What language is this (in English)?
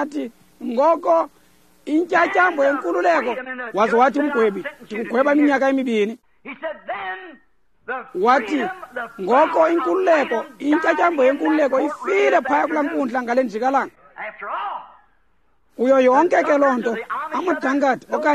Xhosa